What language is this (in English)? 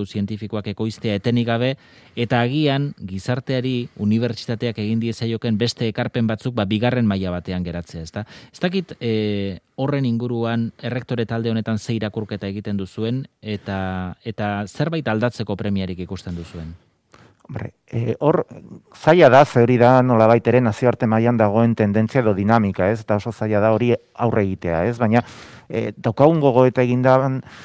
Basque